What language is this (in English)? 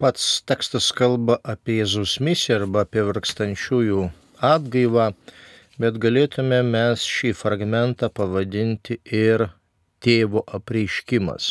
Lithuanian